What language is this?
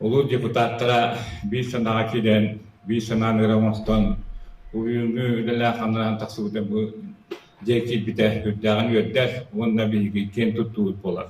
Yakut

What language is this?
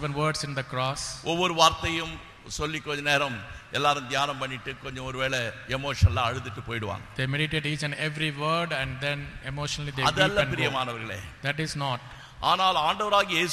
Tamil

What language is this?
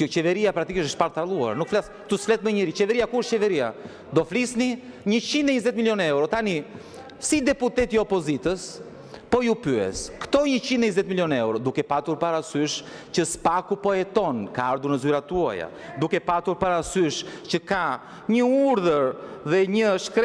Albanian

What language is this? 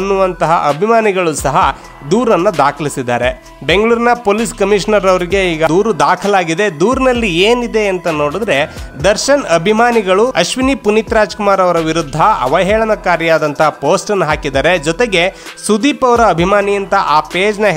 Kannada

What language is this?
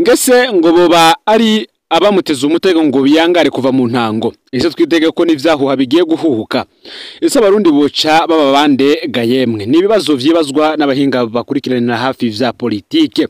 Rundi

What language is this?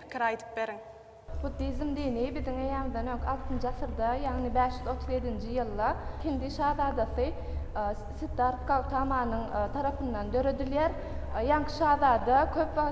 Turkmen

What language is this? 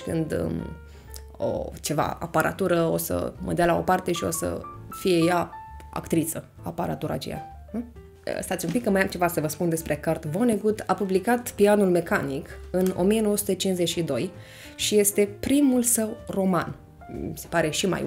Romanian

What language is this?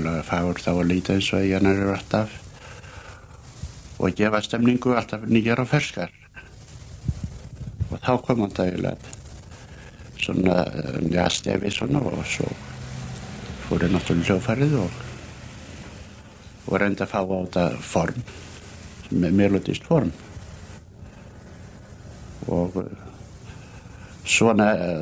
Icelandic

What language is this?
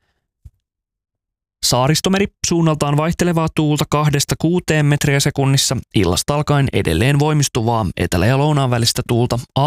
Finnish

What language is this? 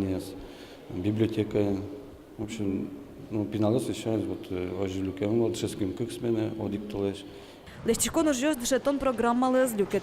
Udmurt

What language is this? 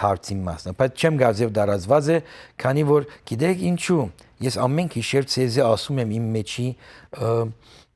Western Armenian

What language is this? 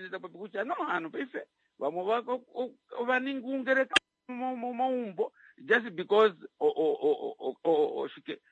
Kuanyama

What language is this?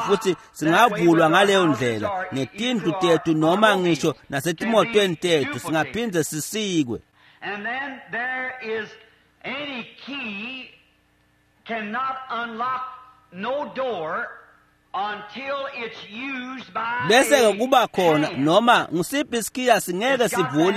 Swati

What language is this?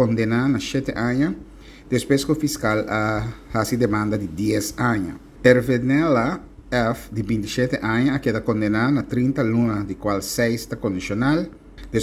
Papiamento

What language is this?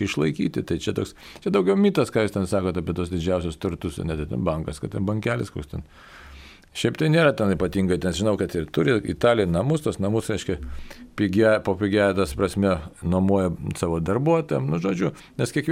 Lithuanian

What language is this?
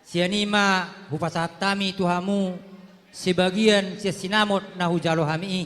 Batak Toba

